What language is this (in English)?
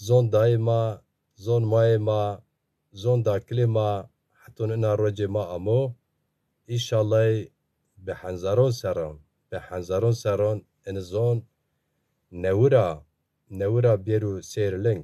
Zaza